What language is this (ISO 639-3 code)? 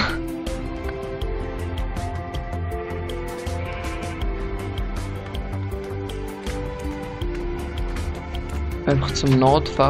gsw